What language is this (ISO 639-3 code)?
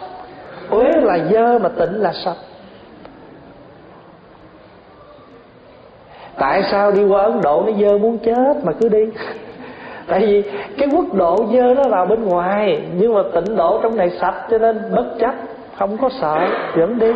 vie